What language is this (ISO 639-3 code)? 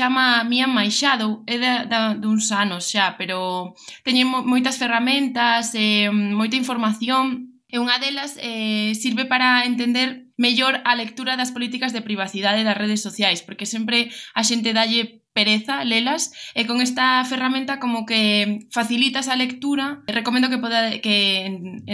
glg